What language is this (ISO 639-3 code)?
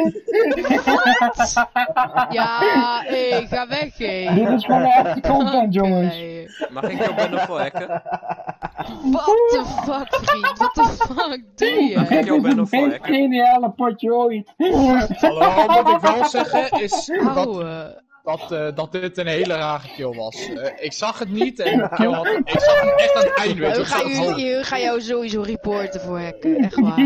nld